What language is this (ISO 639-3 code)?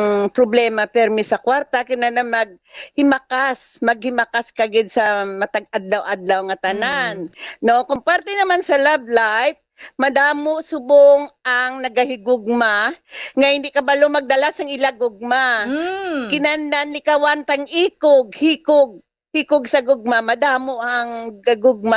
hil